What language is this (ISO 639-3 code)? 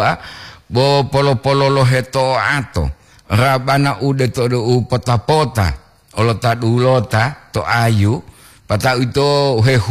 gor